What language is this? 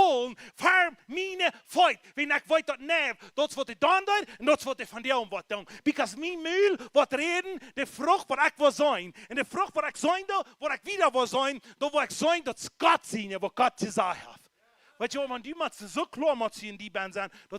Plautdietsch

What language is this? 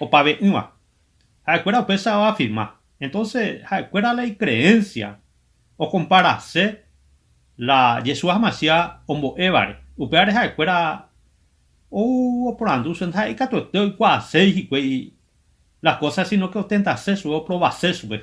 Guarani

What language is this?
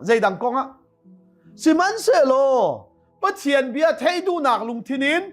Hakha Chin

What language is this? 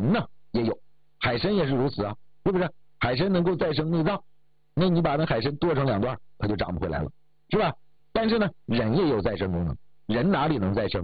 Chinese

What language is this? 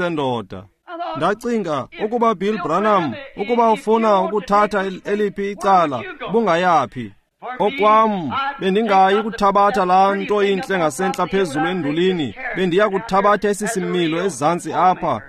Xhosa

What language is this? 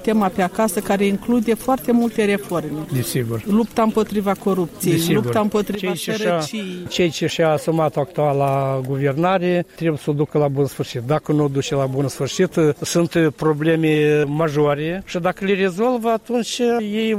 Romanian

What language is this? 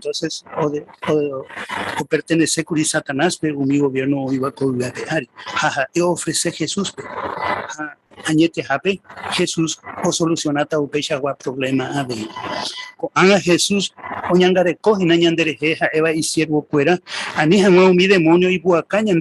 Guarani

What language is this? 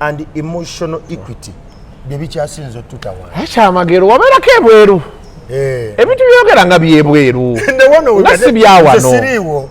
Ganda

